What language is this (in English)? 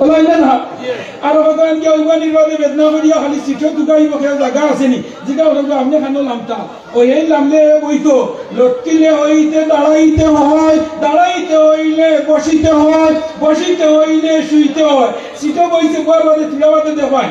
Sylheti